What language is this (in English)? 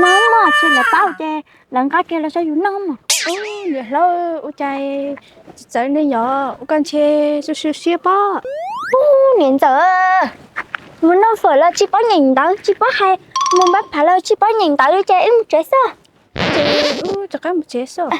Hmong